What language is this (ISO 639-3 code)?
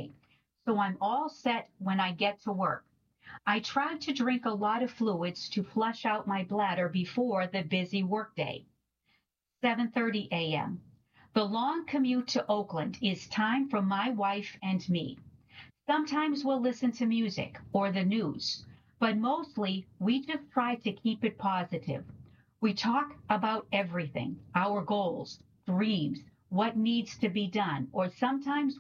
eng